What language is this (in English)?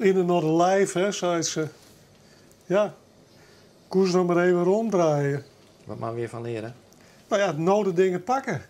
Western Frisian